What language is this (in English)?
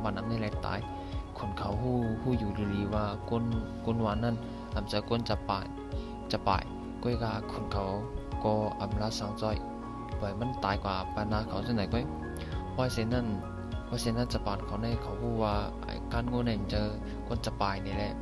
Shan